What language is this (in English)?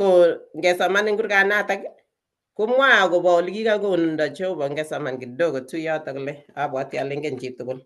Kalenjin